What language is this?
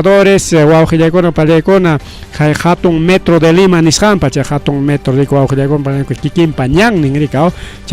Ayacucho Quechua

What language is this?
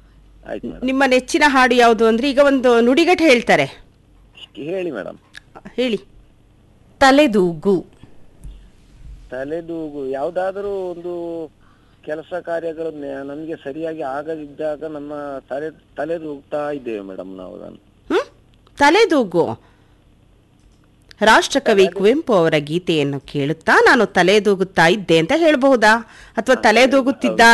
Kannada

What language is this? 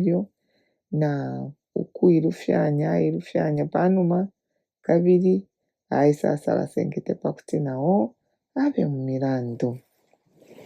Bemba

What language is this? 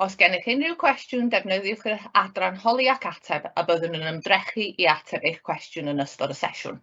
Welsh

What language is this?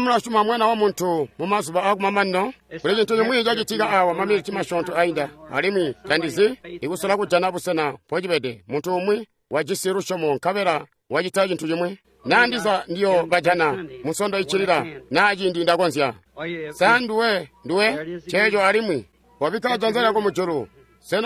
Tonga (Zambia)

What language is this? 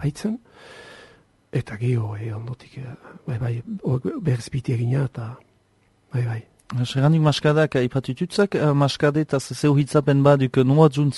Basque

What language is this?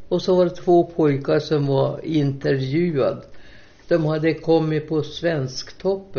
Swedish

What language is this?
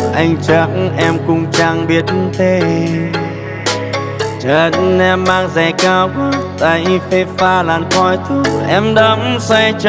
Vietnamese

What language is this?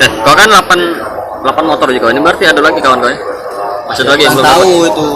Musi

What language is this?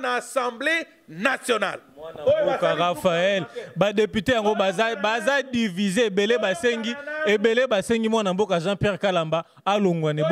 Lingala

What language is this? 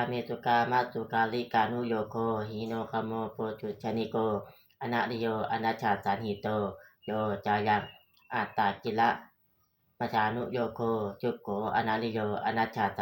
Pali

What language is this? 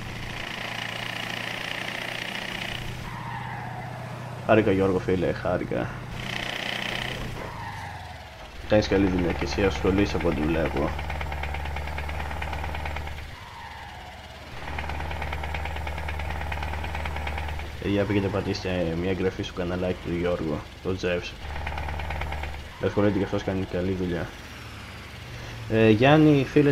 Greek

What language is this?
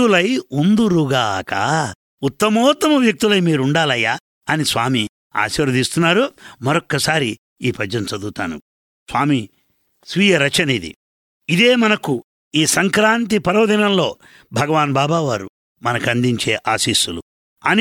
Telugu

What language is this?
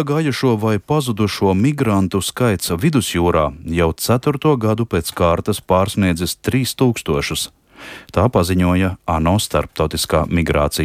Latvian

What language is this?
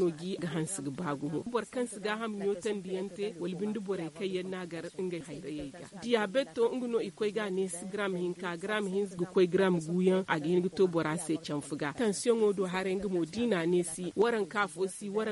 Zarma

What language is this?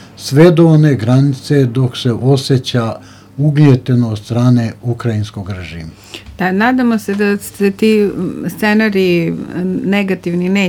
Serbian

